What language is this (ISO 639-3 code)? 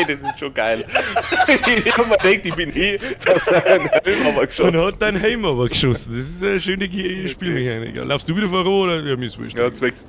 bar